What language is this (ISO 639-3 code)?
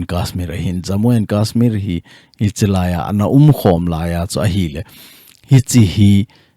tcz